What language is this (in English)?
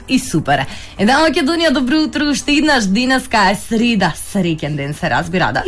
Macedonian